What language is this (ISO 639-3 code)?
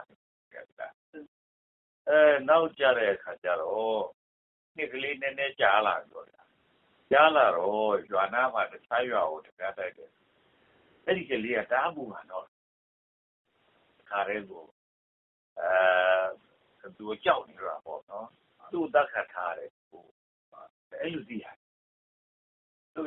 mya